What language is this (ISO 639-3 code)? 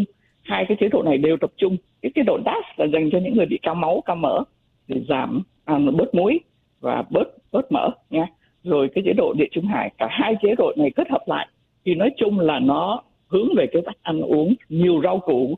vie